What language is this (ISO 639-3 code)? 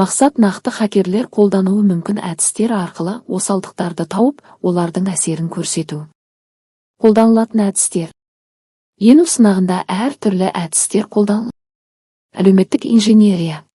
kaz